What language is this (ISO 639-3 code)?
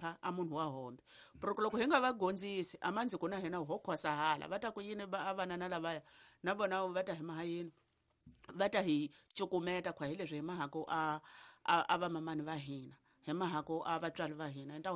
tso